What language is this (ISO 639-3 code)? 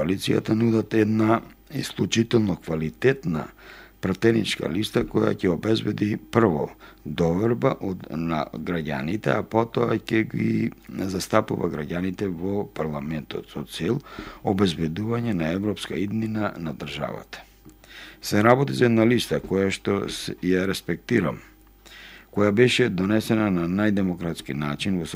mkd